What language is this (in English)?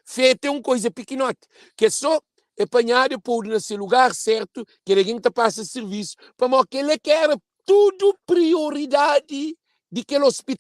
Kabuverdianu